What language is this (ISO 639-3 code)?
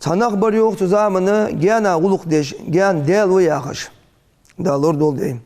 inh